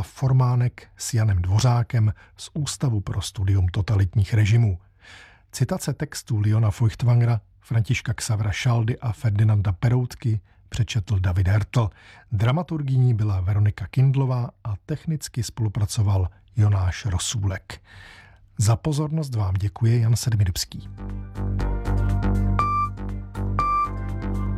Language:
Czech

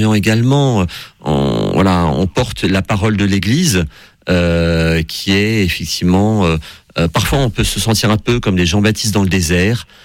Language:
French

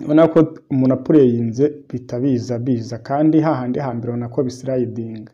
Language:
Kinyarwanda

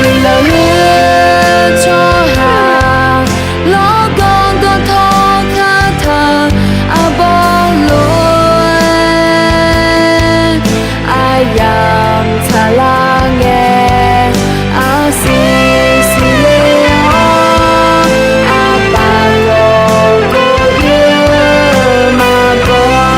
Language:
Akha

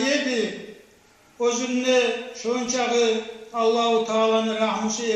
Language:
Kumyk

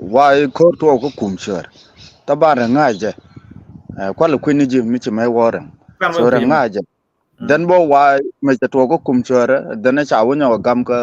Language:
Nuer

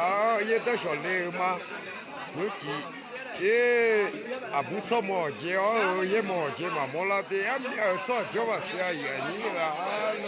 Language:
Akha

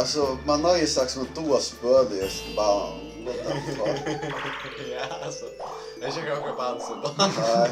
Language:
Faroese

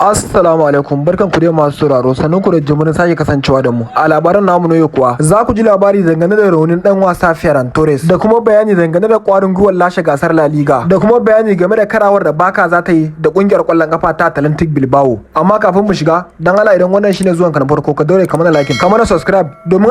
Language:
Hausa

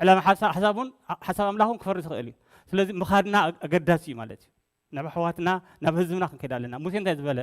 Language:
Tigrinya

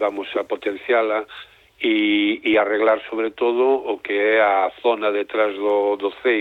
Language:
Galician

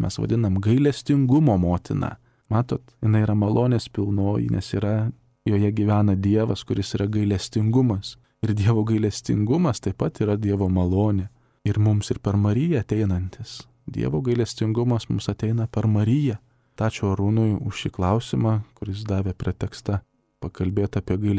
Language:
Lithuanian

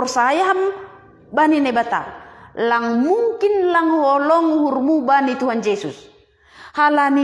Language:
Batak Simalungun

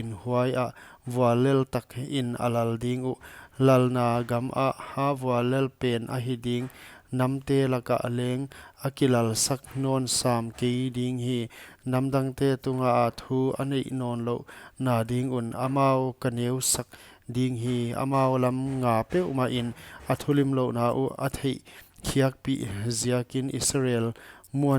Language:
Paite Chin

